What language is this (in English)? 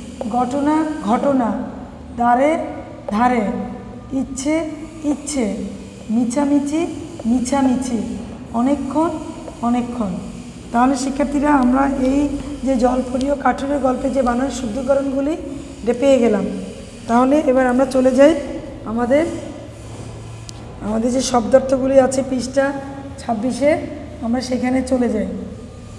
Bangla